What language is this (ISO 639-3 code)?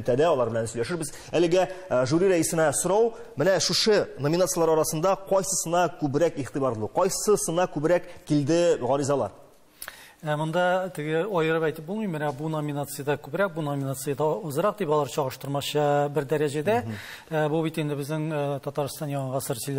tat